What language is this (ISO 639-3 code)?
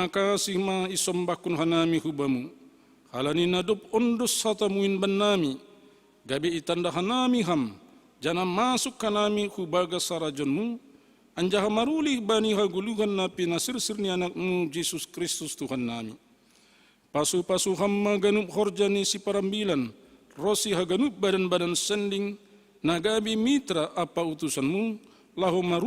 bts